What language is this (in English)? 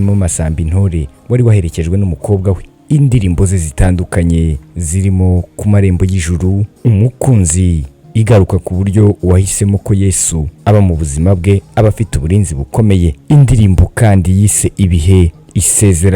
Kinyarwanda